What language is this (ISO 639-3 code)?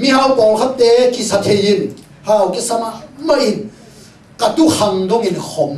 ctd